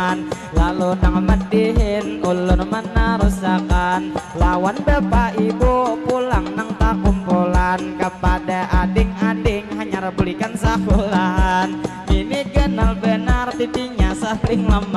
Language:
Banjar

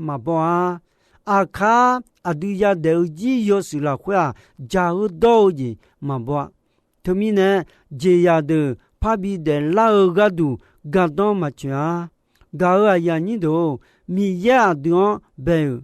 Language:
Akha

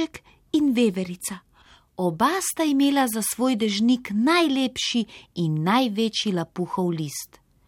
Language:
Slovenian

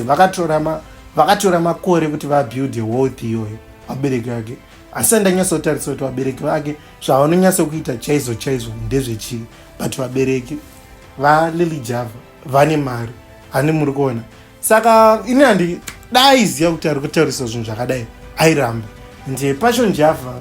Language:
Shona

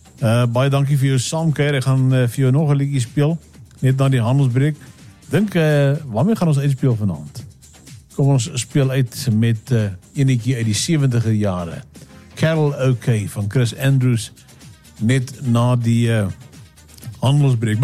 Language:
Afrikaans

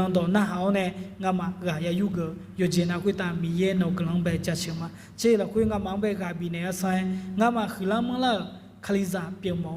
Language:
Akha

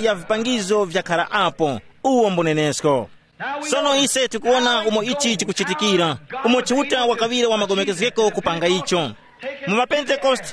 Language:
Tumbuka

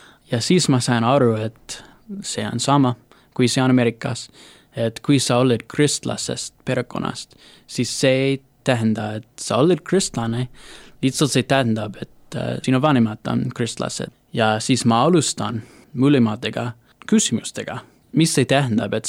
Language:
Estonian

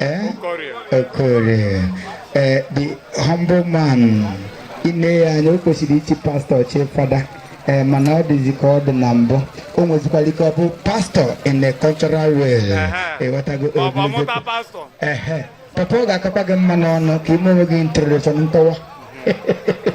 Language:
Igbo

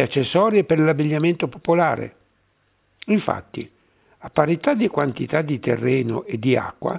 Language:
Italian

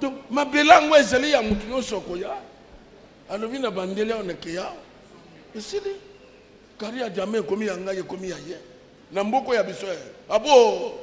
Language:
Lingala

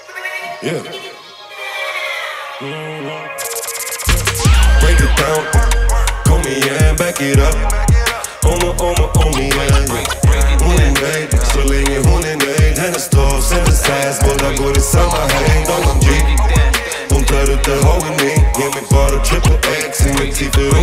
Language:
Swedish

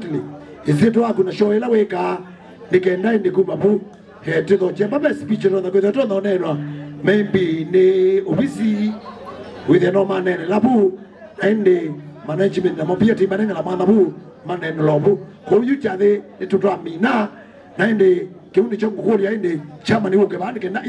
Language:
Kamba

